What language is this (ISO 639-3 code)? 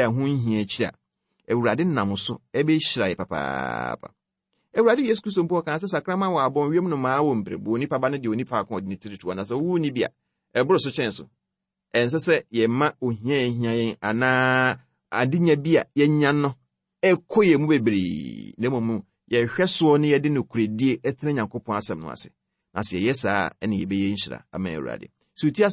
aka